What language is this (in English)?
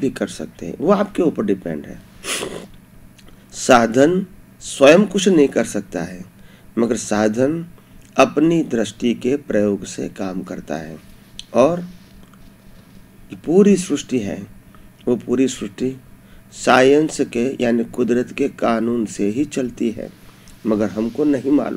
Hindi